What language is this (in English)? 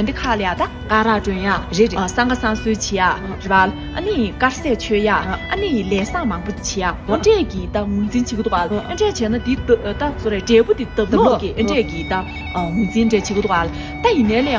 Tibetan